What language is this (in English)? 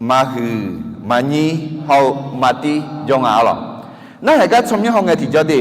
Akha